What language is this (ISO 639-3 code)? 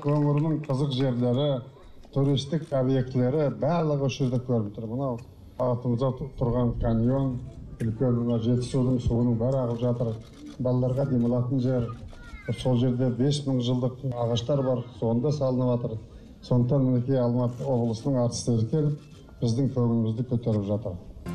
kaz